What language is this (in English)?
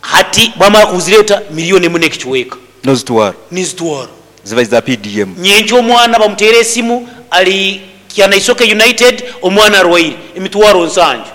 Nyankole